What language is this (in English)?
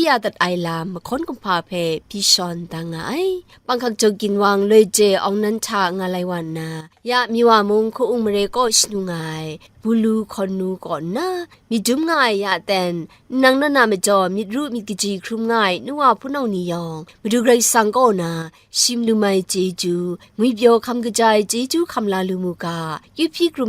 Kachin